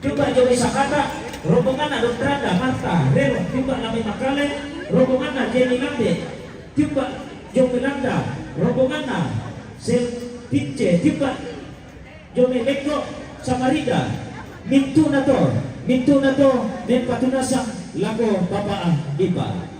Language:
Toraja-Sa'dan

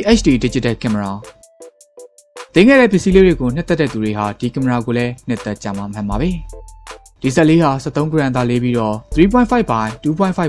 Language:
Burmese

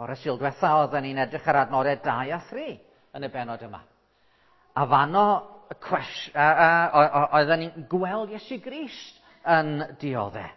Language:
Welsh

